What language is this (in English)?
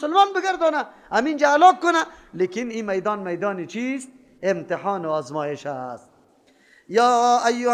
Persian